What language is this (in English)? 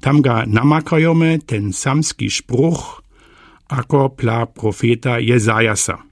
Lower Sorbian